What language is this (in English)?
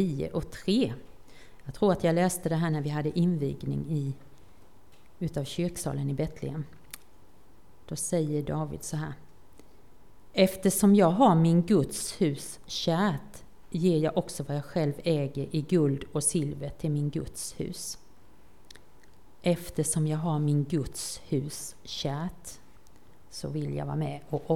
Swedish